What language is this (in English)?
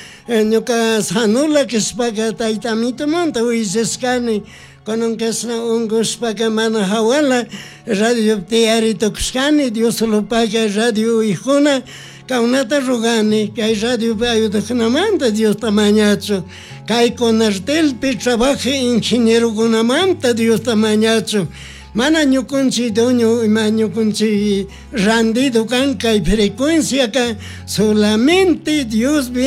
Chimborazo Highland Quichua